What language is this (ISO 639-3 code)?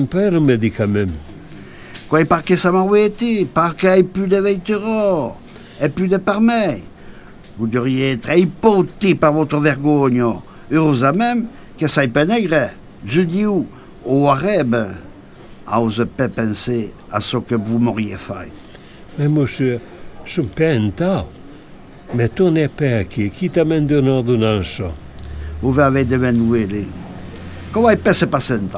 oci